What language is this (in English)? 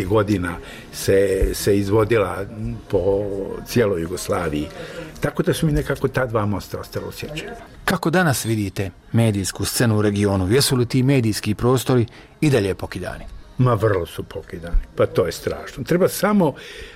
Croatian